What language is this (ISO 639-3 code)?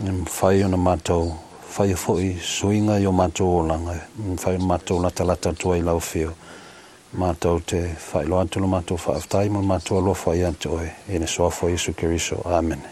smo